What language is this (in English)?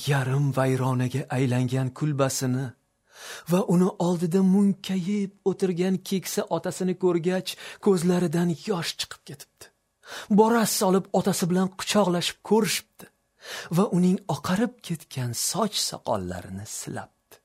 Uzbek